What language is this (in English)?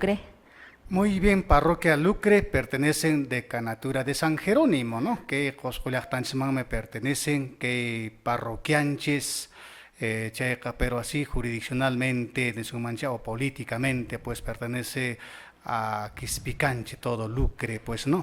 Quechua